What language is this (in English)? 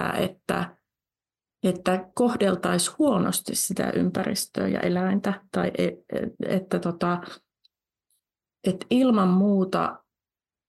Finnish